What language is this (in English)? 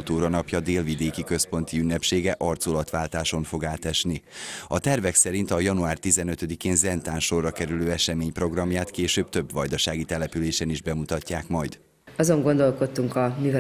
Hungarian